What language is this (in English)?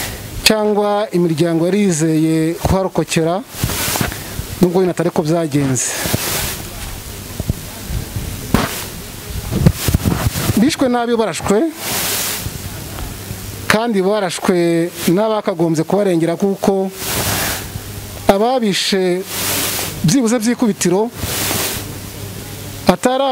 Kinyarwanda